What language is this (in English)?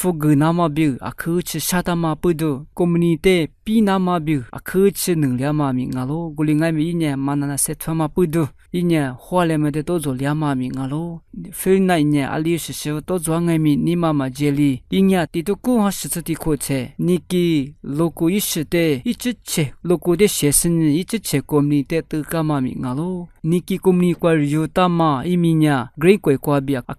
Lisu